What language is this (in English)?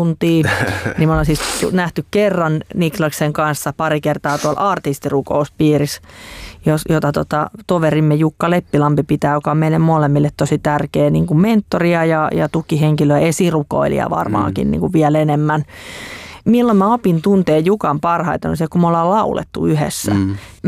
Finnish